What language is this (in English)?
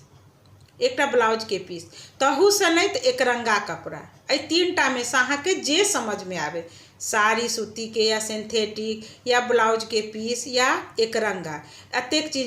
Maithili